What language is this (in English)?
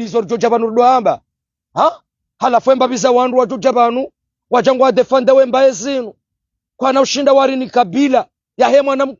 Ngazidja Comorian